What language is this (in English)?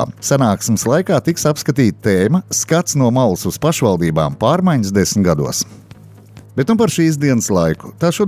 Latvian